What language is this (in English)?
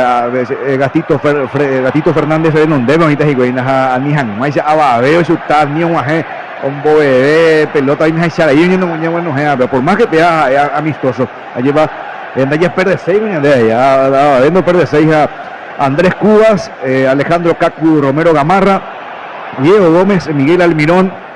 Guarani